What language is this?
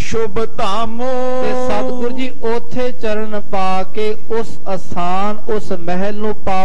Punjabi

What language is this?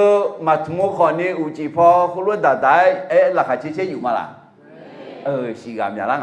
Akha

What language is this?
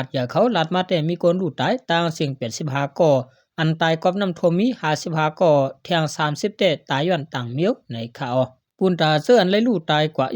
Shan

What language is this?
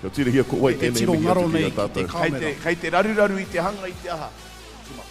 Māori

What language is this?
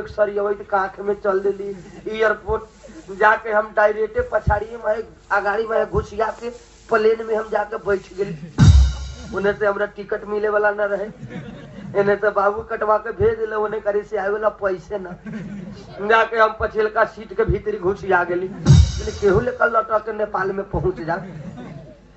Bhojpuri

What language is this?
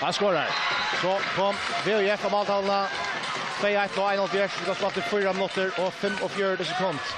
Faroese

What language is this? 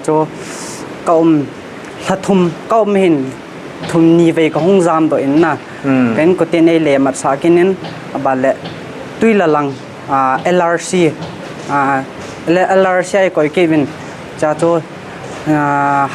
Paite Chin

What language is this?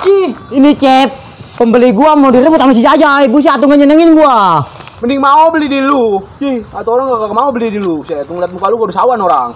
Betawi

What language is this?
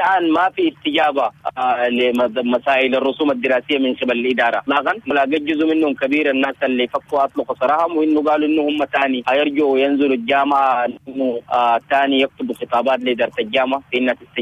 Sudanese Arabic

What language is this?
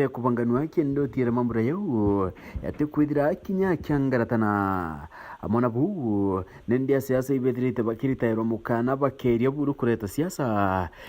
Meru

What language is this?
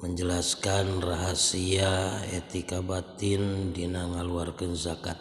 Sundanese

